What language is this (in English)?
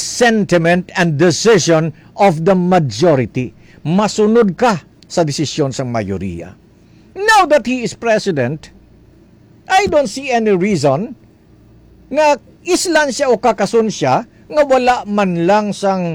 Hiligaynon